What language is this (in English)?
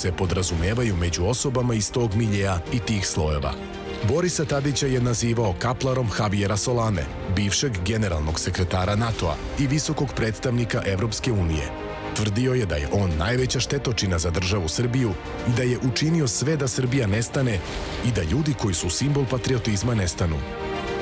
Serbian